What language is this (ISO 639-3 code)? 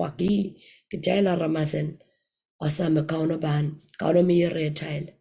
pon